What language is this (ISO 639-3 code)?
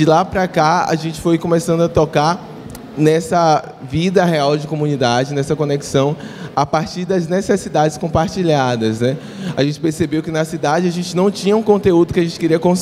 por